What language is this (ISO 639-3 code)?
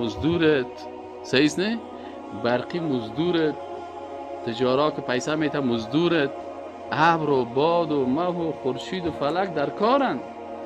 fas